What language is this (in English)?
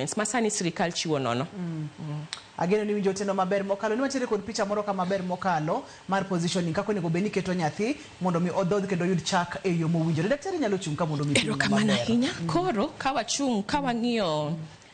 Luo (Kenya and Tanzania)